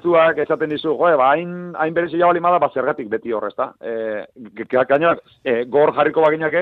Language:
Basque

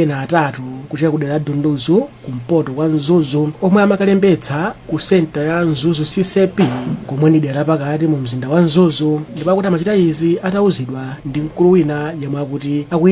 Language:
Nyanja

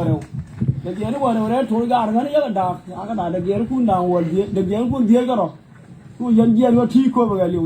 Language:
Nuer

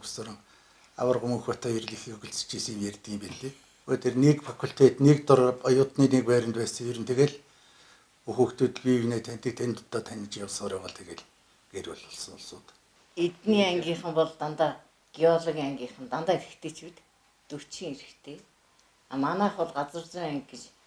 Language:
Mongolian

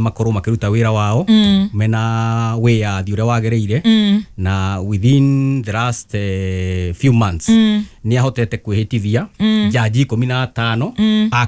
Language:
Kikuyu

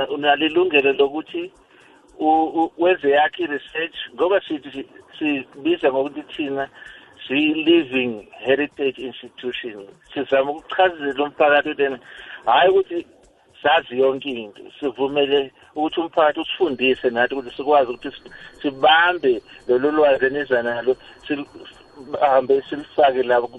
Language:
South Ndebele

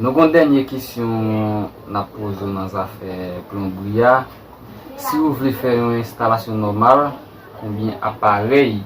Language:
Haitian Creole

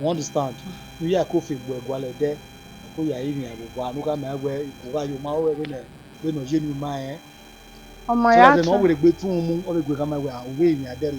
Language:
Bini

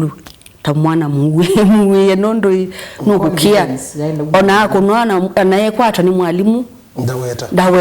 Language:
Kamba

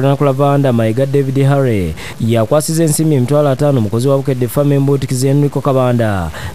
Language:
Ganda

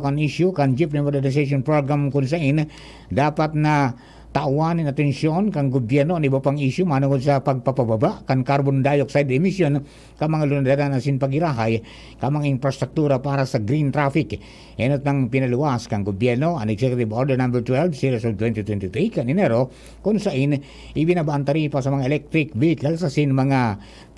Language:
Bikol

